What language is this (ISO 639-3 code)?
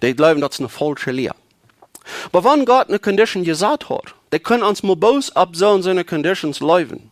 pdt